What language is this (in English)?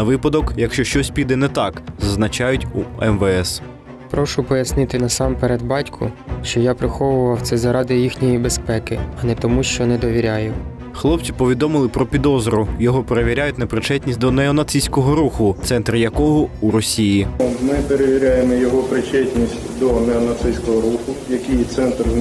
Ukrainian